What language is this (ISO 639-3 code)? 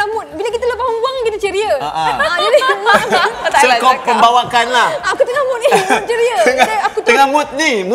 msa